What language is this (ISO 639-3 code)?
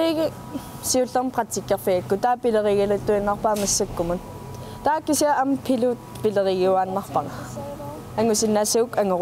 kal